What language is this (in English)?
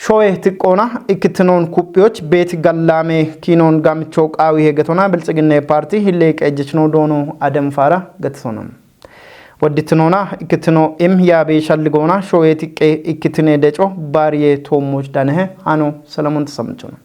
Kafa